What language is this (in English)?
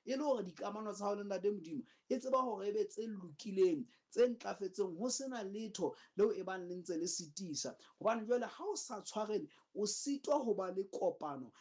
Southern Sotho